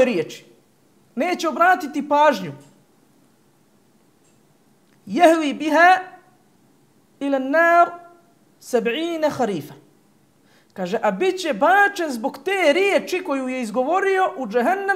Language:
Bosnian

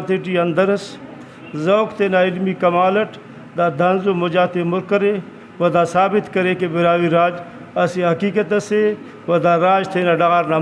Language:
Brahui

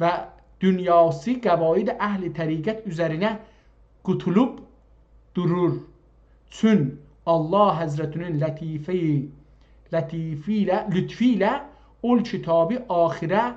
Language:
South Azerbaijani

